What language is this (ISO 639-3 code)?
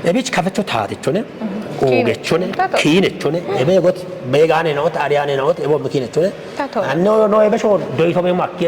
kbr